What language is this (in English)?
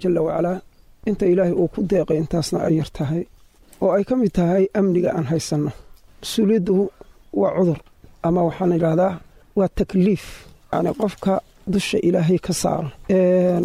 Somali